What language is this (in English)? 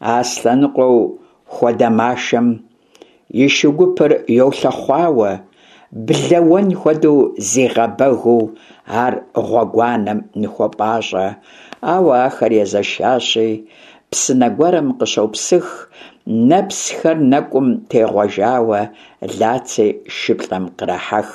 Kabardian